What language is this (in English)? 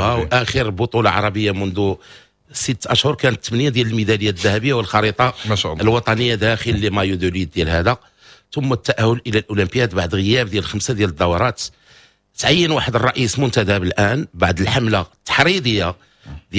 Moroccan Arabic